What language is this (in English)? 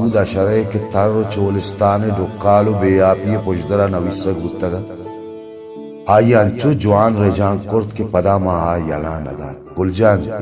Baluchi